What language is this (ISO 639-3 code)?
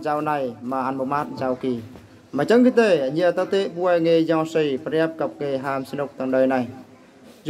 bru